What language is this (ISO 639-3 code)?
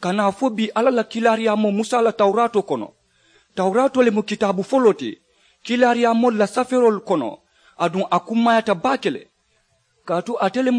man